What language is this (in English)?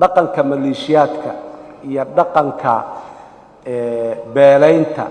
Somali